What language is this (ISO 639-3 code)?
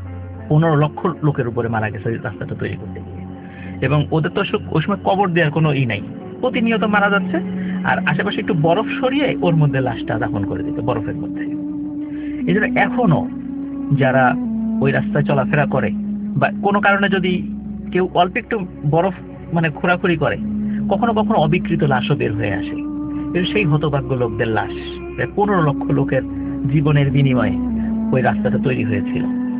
ben